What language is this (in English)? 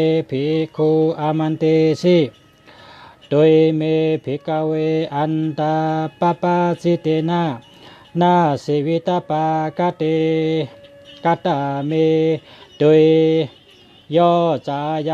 Shan